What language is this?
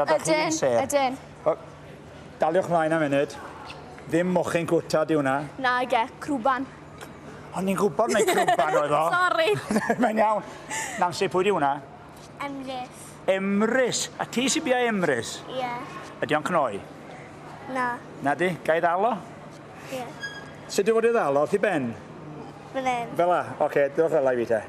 Welsh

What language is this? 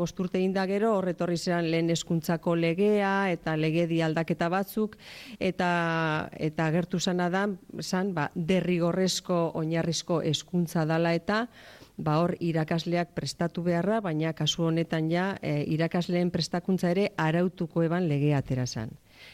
Basque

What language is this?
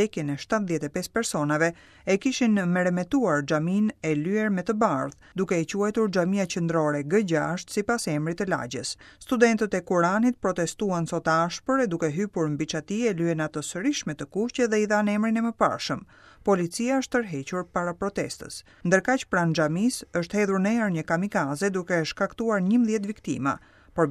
Albanian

